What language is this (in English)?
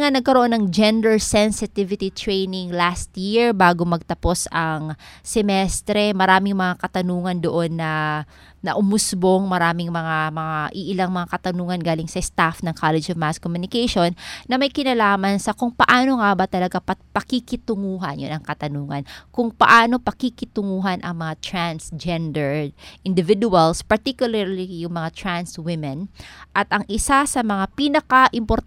Filipino